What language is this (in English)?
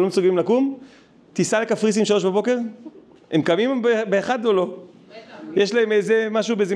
Hebrew